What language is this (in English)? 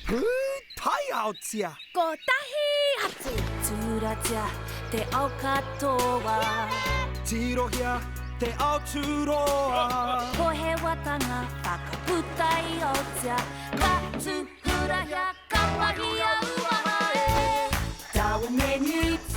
Māori